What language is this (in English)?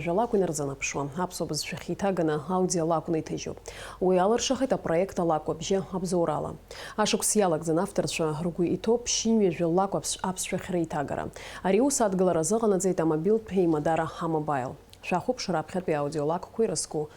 Abkhazian